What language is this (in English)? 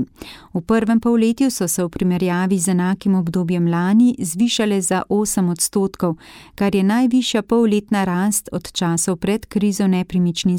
Slovenian